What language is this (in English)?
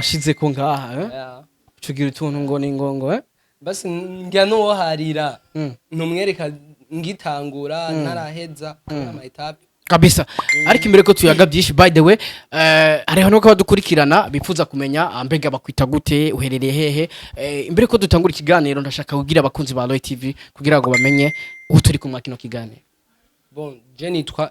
Rundi